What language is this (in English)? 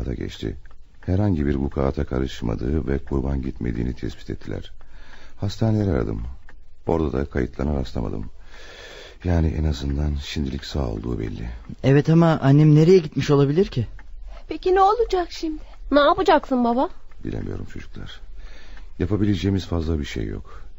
Turkish